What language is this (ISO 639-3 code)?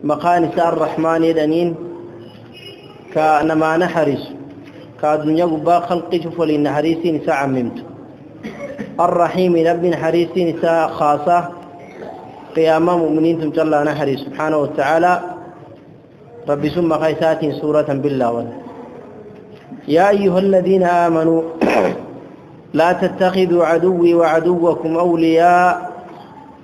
ara